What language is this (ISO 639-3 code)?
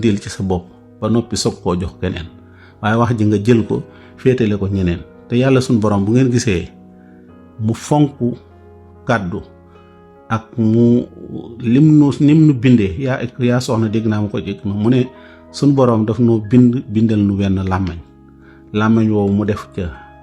wol